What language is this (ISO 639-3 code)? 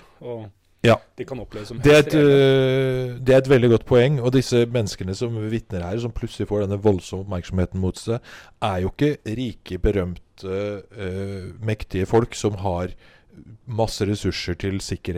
nor